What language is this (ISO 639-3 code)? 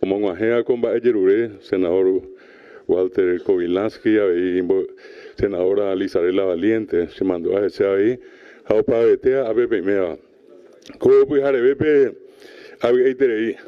grn